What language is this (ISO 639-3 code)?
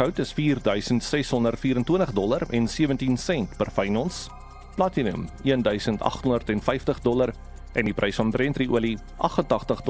afr